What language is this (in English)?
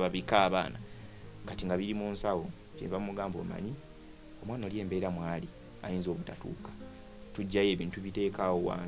Ganda